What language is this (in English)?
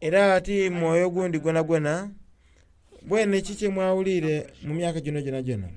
Soga